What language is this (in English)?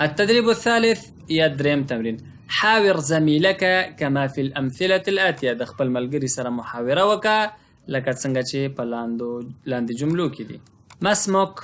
Pashto